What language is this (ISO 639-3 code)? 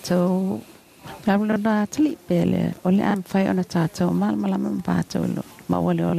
smo